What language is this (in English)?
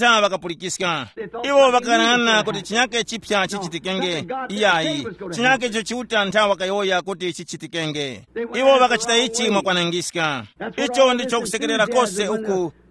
Tumbuka